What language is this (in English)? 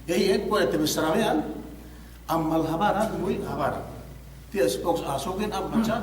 Yakan